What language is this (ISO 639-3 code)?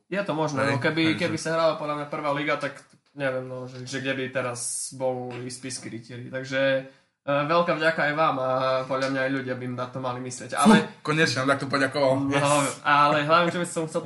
slk